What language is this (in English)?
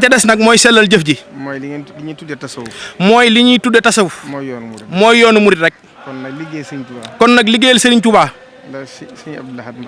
Wolof